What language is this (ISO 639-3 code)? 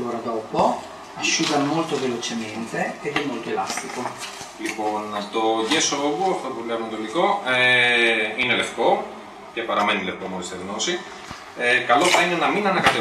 ell